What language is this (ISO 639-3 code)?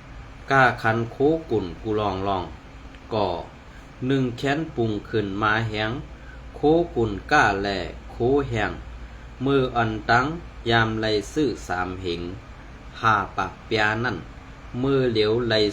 shn